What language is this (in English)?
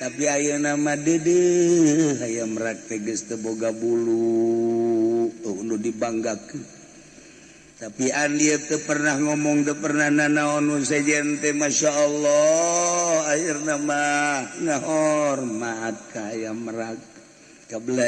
Sundanese